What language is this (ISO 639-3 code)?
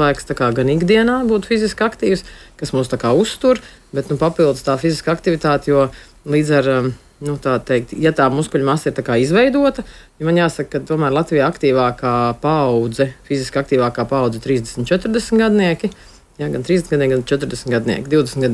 lav